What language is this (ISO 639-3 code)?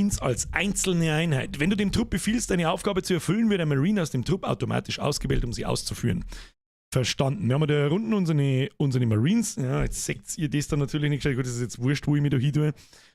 bar